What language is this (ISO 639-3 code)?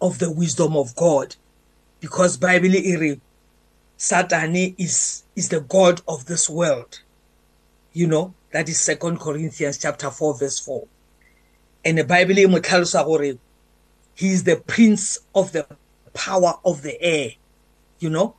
eng